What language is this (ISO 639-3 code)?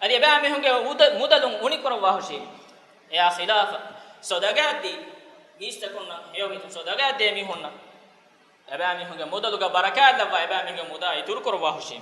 div